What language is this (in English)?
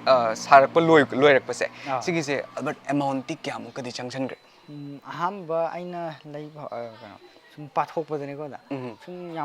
Manipuri